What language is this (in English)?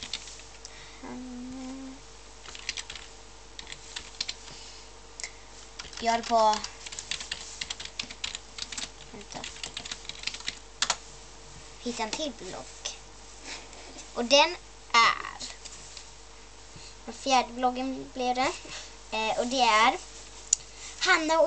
Swedish